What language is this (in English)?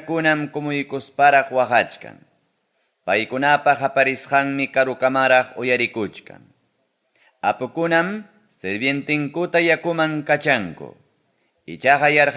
Ayacucho Quechua